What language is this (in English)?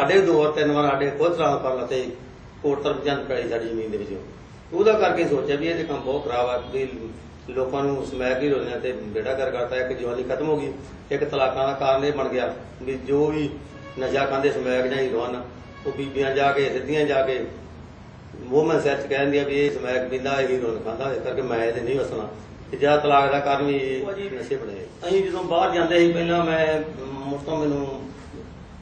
Punjabi